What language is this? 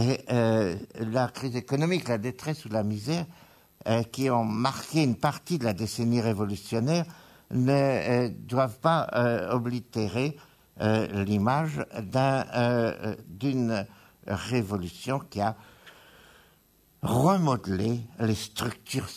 French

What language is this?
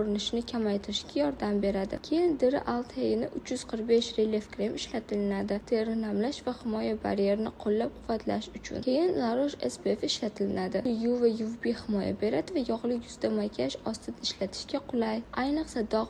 Uzbek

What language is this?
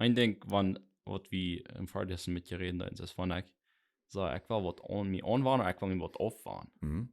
Plautdietsch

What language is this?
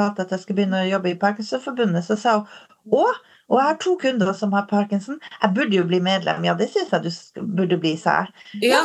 Norwegian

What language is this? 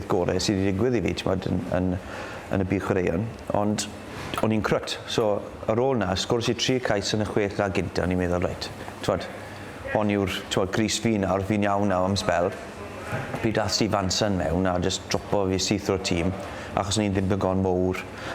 Welsh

